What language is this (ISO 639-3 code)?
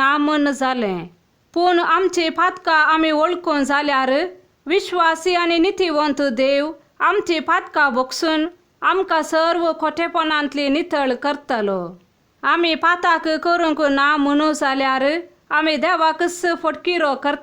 kok